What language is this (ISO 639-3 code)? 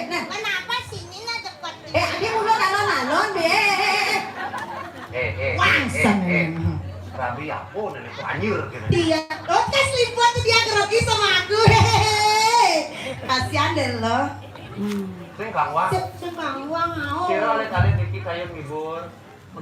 ban